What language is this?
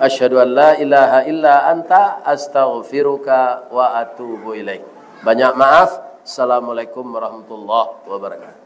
Minangkabau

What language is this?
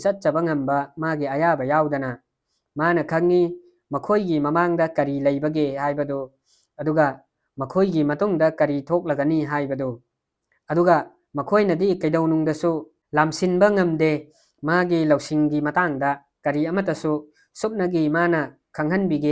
Manipuri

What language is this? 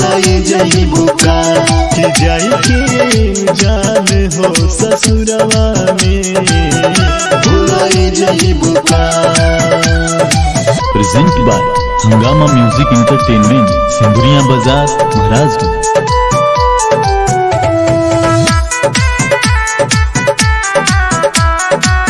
Bhojpuri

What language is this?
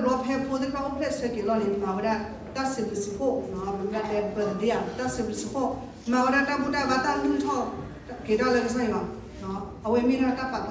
S'gaw Karen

